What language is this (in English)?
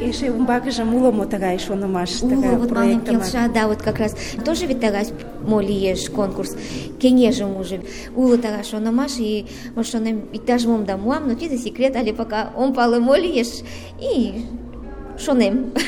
Mari